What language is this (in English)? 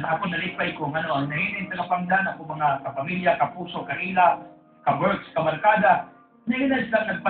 Cebuano